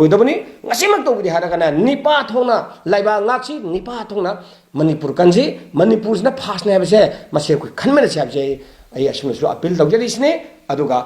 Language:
Manipuri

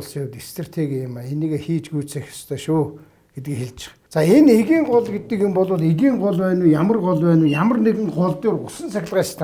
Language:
Mongolian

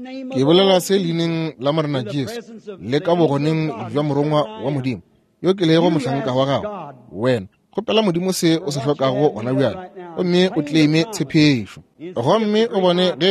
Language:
Northern Sotho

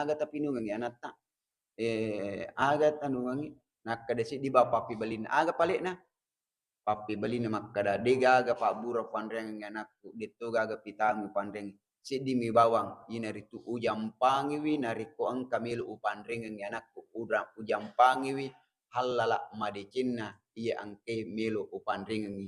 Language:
Buginese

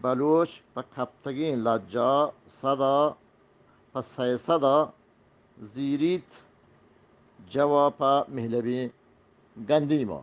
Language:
Eastern Balochi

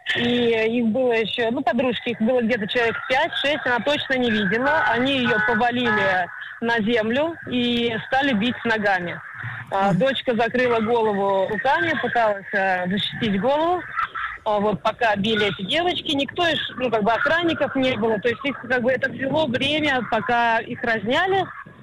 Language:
Russian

